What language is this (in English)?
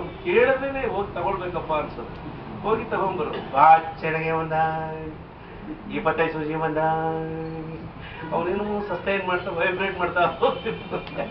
Kannada